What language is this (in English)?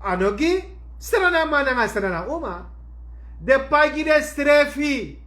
Sranan Tongo